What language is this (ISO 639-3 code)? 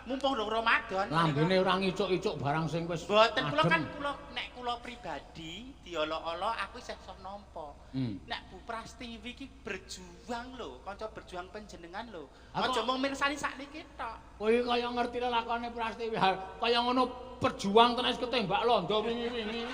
jav